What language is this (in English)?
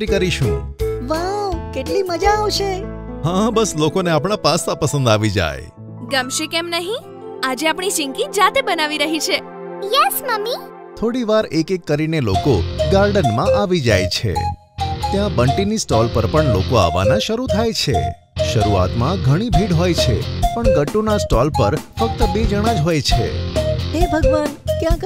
Gujarati